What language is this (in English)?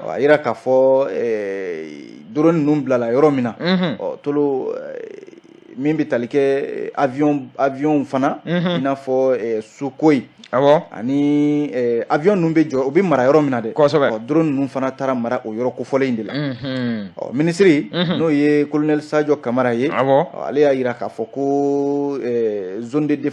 Bambara